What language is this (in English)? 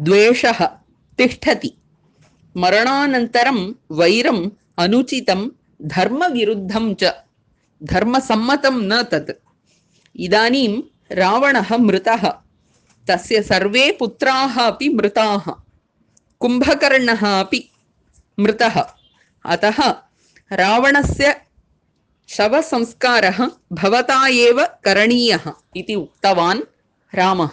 Sanskrit